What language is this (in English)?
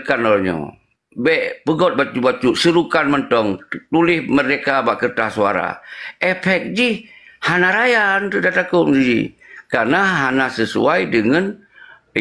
Achinese